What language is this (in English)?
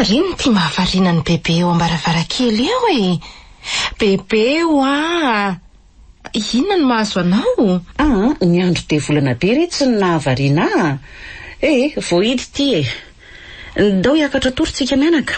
Malagasy